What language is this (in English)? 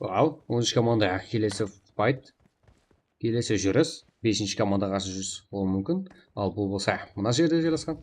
Kara-Kalpak